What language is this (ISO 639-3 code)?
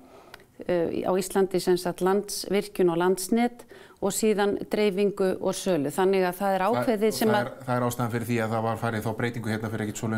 isl